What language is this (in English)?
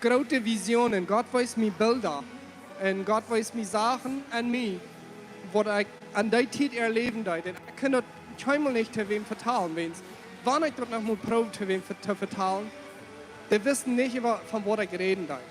Plautdietsch